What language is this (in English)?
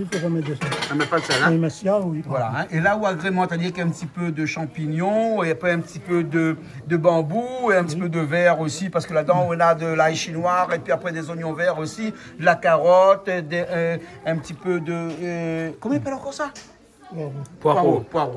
Réunion Creole French